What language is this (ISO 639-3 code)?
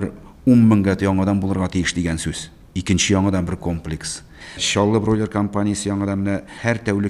tat